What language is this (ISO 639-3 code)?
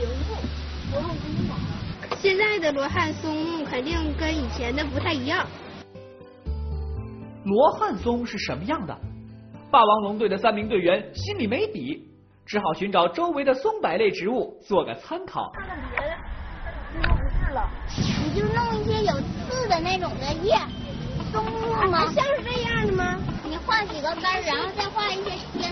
zho